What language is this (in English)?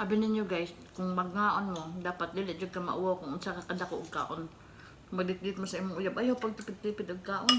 Cebuano